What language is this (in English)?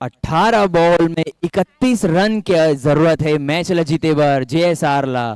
Chhattisgarhi